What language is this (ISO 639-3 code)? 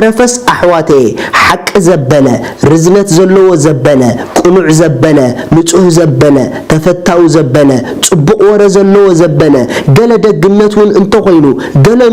tir